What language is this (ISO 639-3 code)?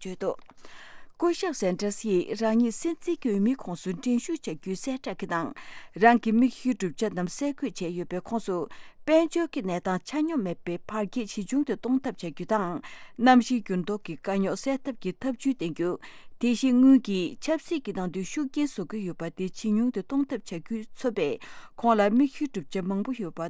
bod